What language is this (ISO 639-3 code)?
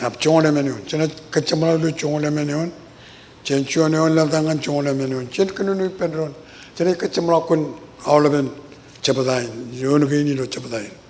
mah